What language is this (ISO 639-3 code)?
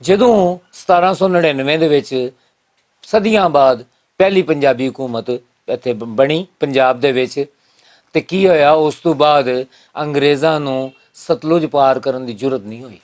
lah